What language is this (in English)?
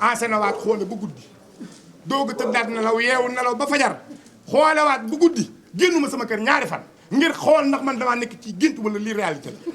Wolof